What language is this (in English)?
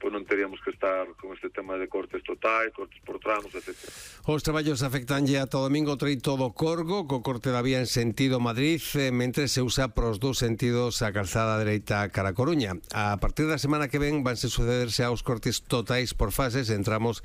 Galician